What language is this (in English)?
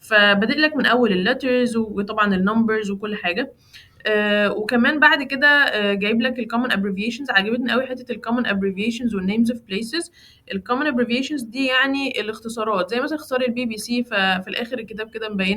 Egyptian Arabic